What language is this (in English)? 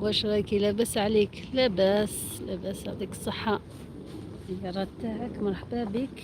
Algerian Arabic